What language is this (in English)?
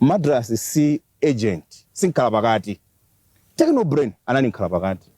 Nyanja